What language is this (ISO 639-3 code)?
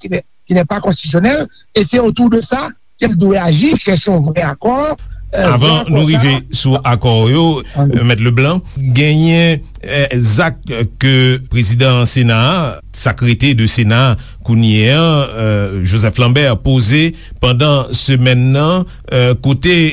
hat